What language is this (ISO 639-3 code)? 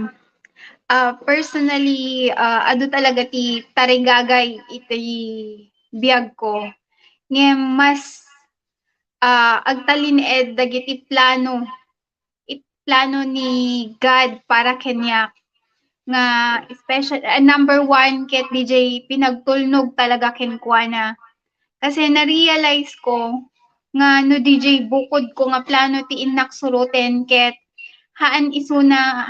ilo